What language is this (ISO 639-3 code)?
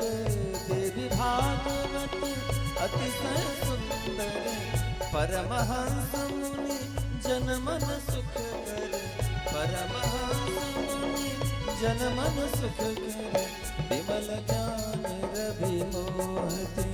mai